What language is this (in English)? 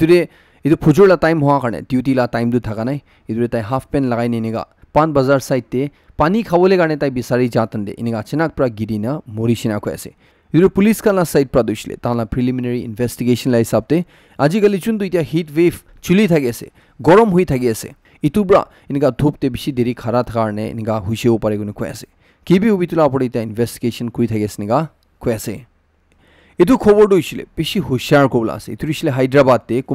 Naga Pidgin